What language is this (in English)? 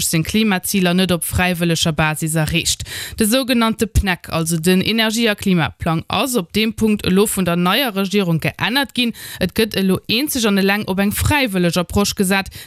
Luxembourgish